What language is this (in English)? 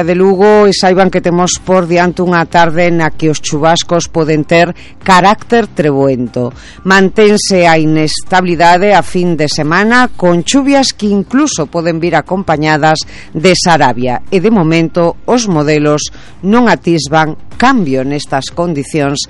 Galician